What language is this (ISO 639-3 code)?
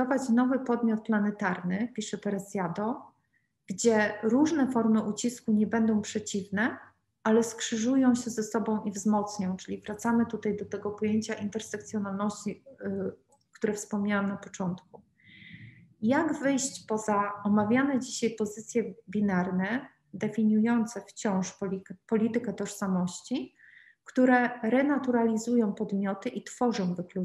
pol